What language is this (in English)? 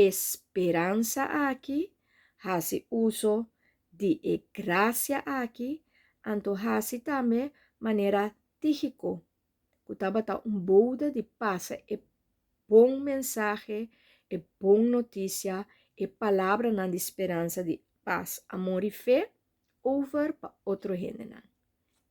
Papiamento